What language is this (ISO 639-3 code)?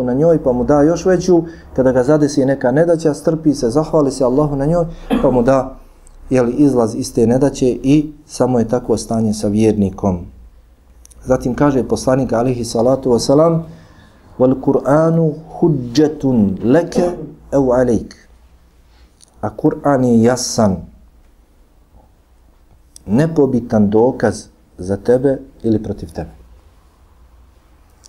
bos